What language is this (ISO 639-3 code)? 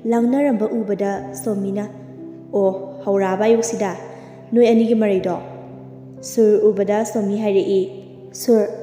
mni